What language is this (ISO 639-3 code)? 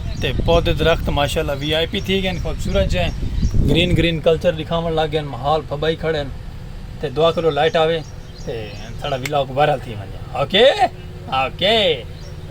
skr